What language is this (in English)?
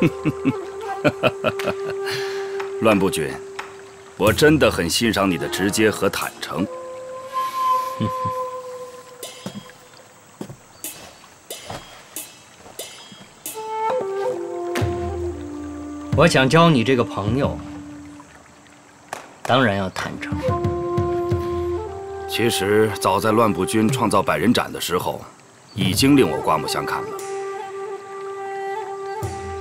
Chinese